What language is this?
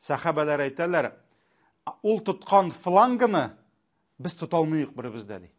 Tatar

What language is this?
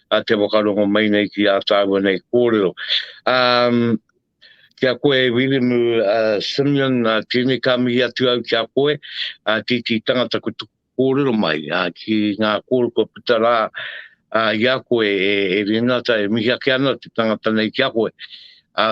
Māori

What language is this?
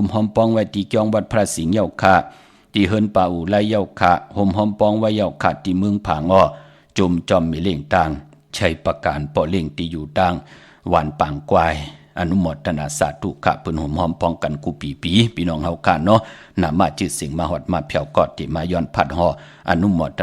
Shan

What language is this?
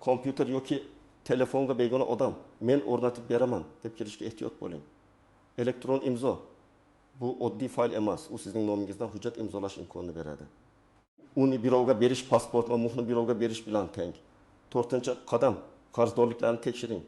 Uzbek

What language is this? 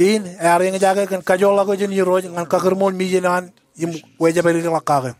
Marshallese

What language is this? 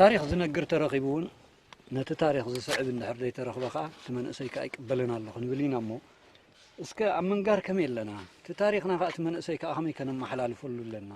Tigrinya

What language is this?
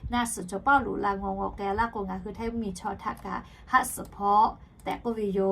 Lahu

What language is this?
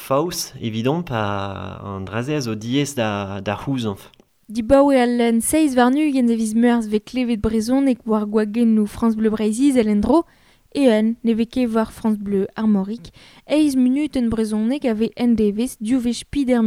Breton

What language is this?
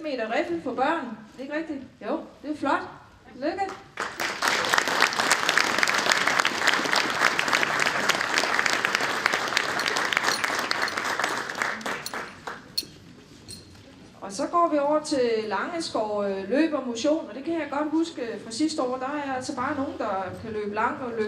Danish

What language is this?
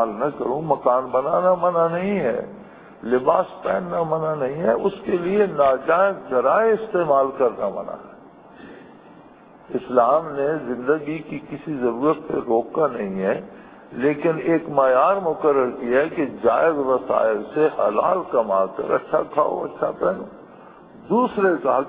Urdu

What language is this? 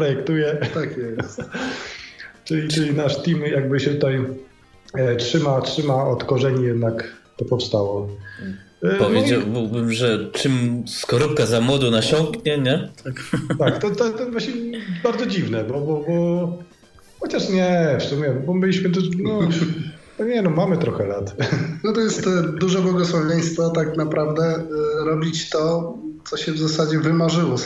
Polish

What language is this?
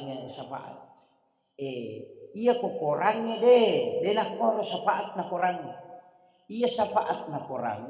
Buginese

